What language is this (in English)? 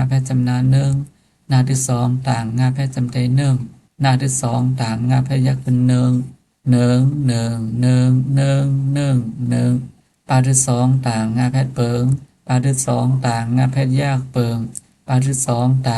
Shan